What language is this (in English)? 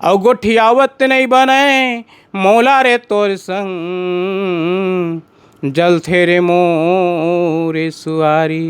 Chhattisgarhi